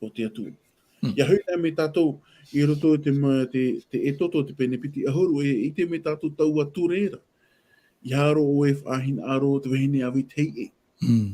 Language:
Tahitian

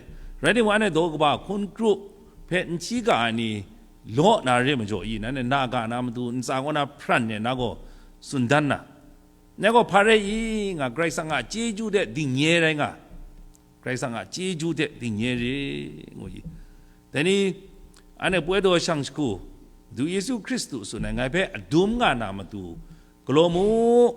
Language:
Kachin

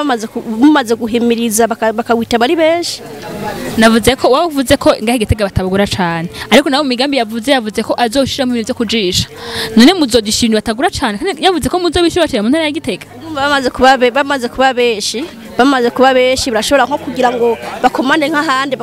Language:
Rundi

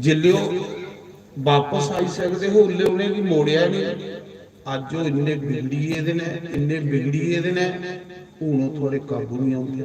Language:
Dogri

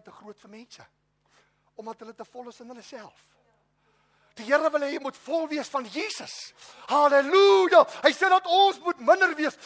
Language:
Afrikaans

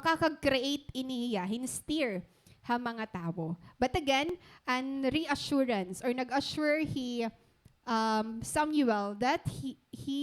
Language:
Waray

